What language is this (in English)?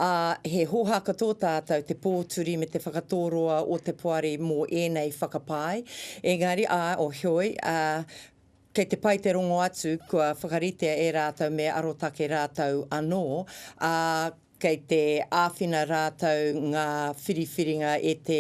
Māori